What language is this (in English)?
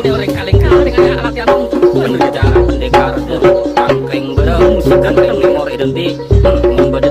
Madurese